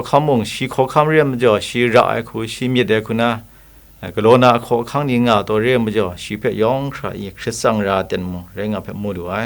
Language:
Kachin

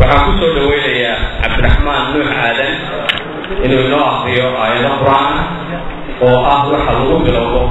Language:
Somali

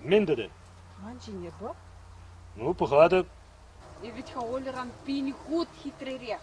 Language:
Chuvash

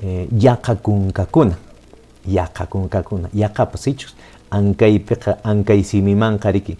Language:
Quechua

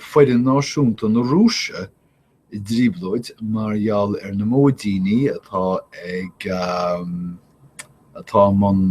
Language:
Irish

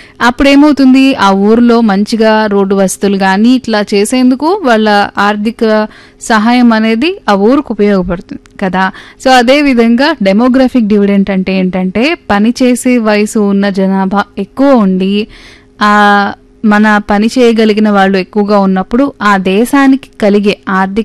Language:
Telugu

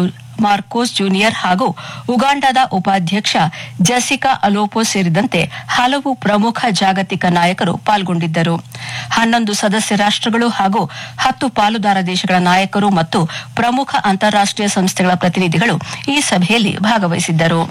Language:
Kannada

